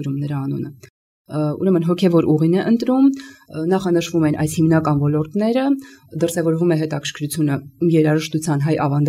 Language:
Armenian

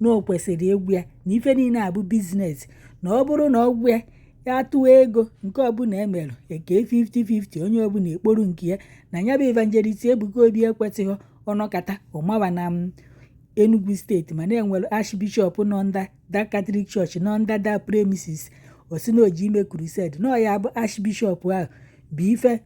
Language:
Igbo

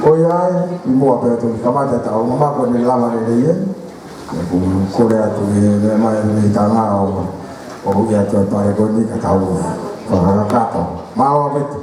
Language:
Tongan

